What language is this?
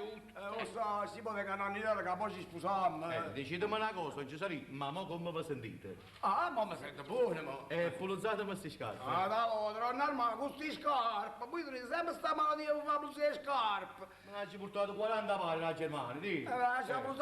Neapolitan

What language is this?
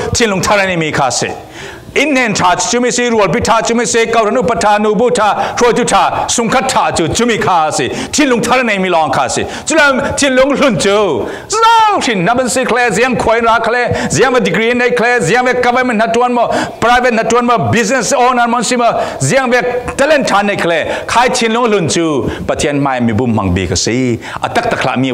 Falam Chin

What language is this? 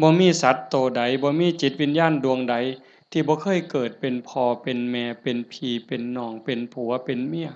Northeastern Thai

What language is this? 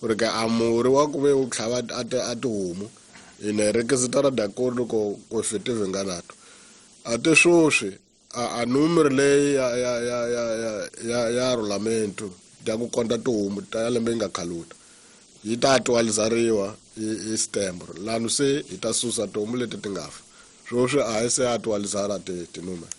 Tsonga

